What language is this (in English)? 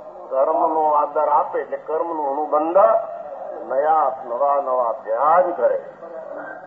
Gujarati